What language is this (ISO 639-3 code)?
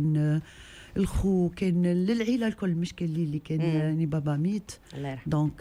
aeb